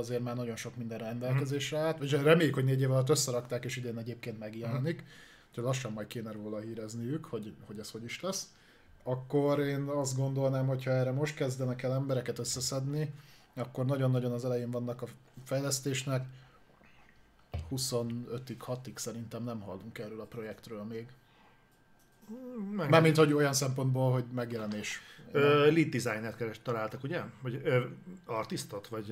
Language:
Hungarian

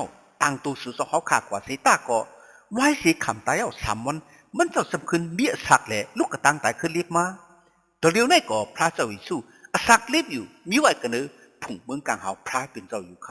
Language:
Shan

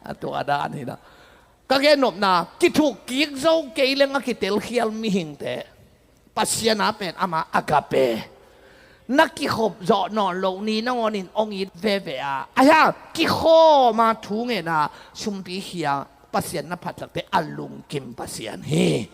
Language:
Tedim Chin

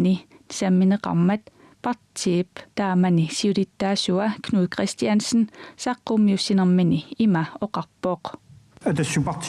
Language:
Kalaallisut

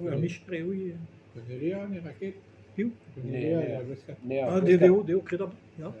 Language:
Breton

